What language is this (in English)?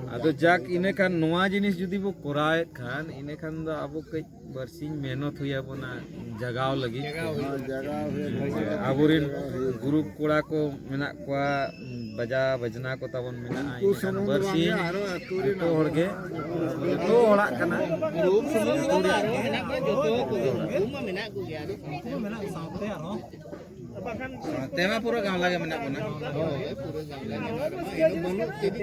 Santali